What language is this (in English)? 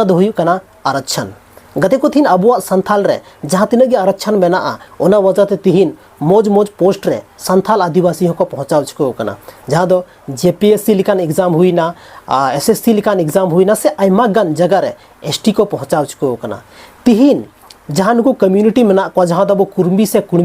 Santali